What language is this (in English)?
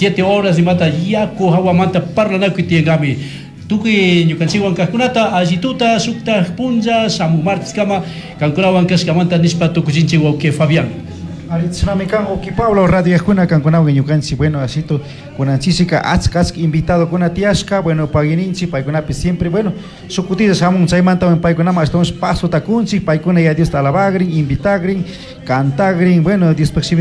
Chimborazo Highland Quichua